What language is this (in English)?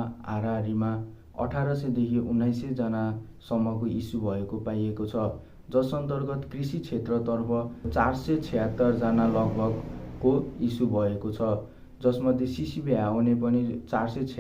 Nepali